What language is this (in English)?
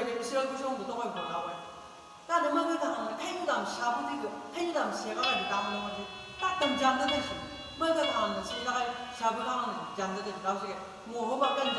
Chang Naga